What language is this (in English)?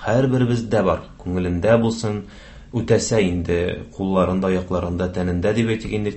Tatar